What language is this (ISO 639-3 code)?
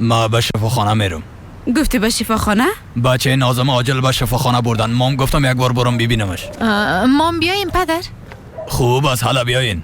fas